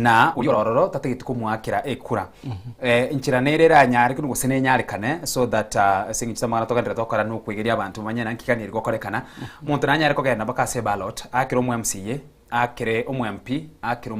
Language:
Gusii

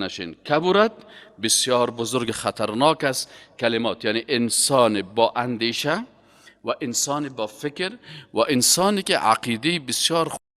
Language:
Persian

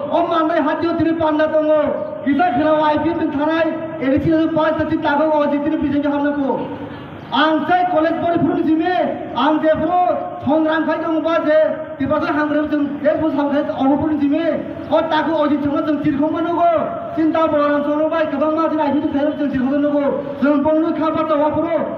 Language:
Kok Borok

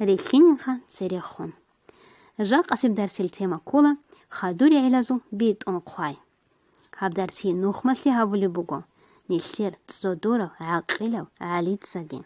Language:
Avaric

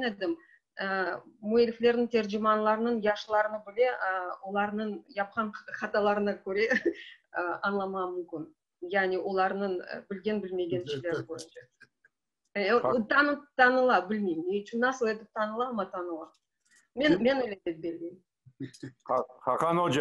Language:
Crimean Tatar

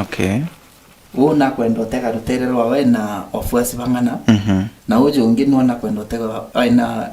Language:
Meru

